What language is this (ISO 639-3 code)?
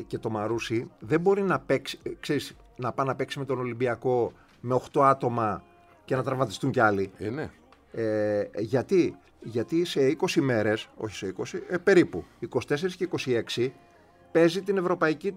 ell